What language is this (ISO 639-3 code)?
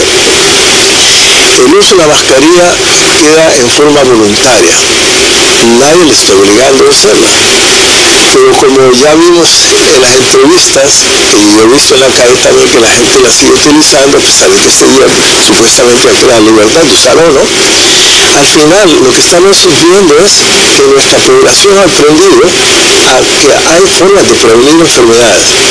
spa